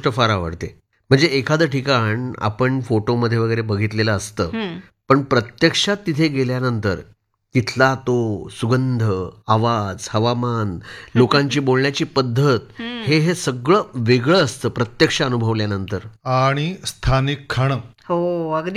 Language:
Marathi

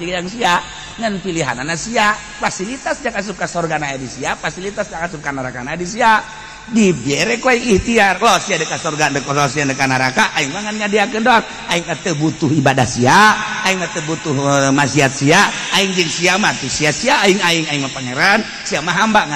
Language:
Sundanese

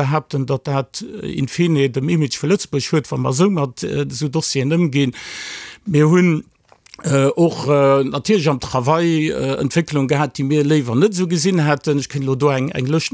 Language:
Luxembourgish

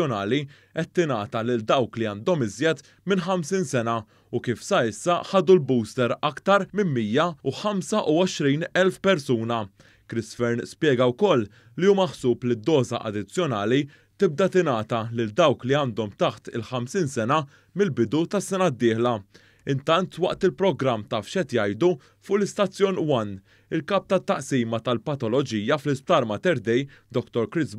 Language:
Maltese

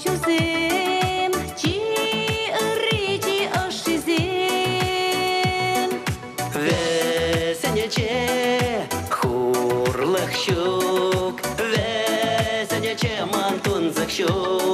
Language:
Chuvash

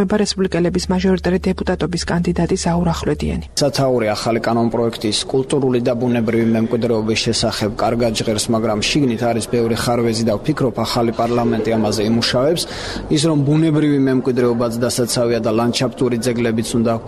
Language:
Georgian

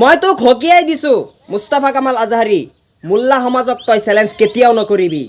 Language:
Assamese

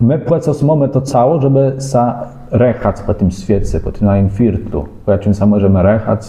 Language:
Kashubian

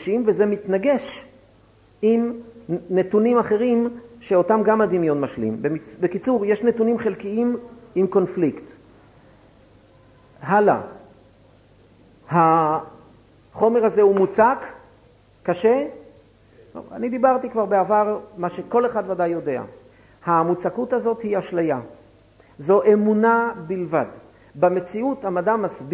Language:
Hebrew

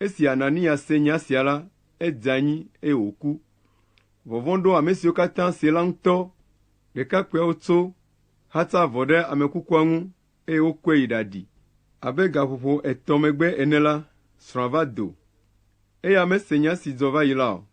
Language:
Ewe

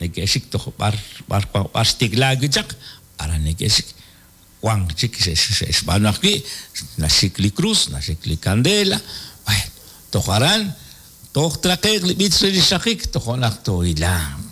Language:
Kekchí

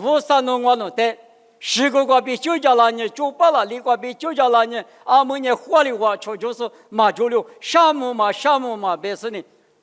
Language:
Lisu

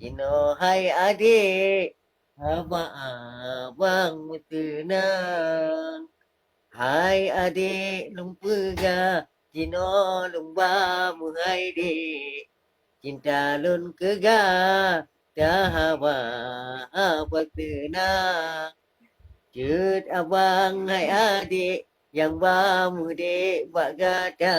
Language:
Achinese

